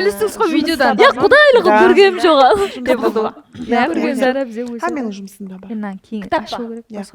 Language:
Kara-Kalpak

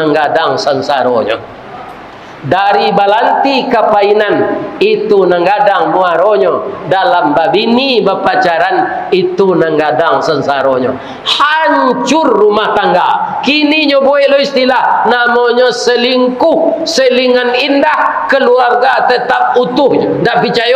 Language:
Minangkabau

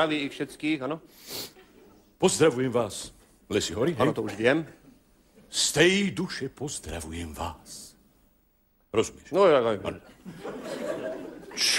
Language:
Slovak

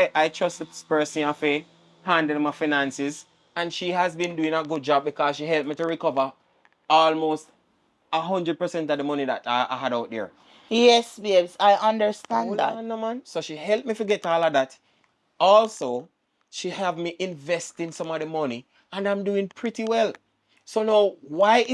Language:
Jamaican Creole English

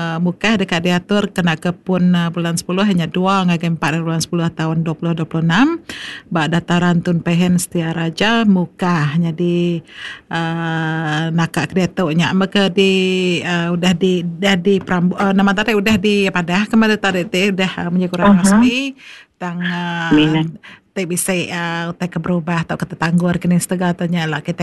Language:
Iban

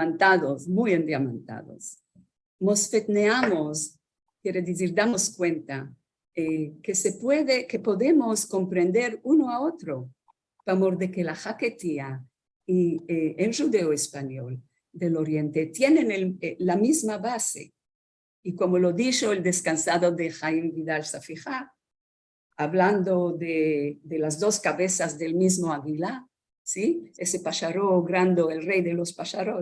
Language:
Ladino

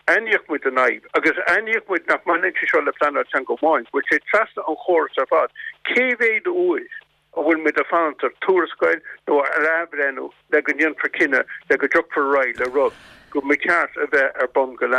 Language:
Irish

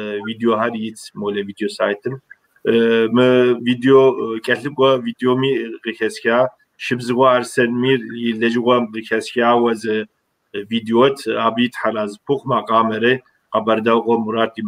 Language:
Kabardian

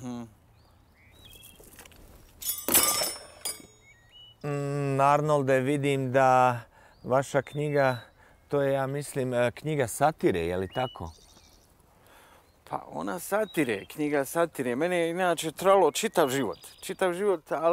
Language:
Bosnian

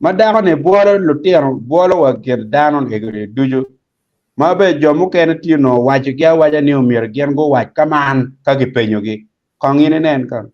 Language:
Acoli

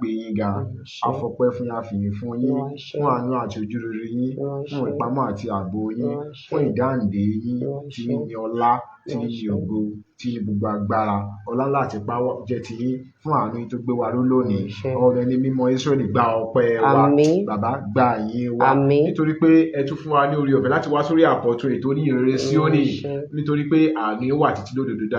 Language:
Yoruba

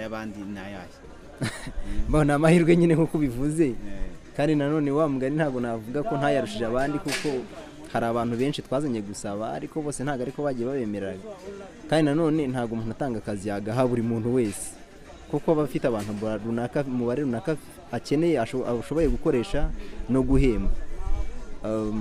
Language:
Kinyarwanda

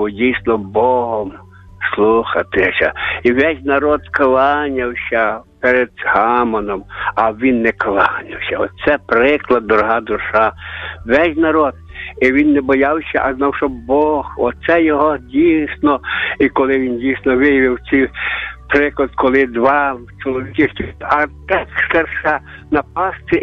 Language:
Ukrainian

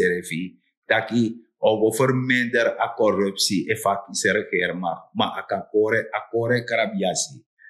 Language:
Sranan Tongo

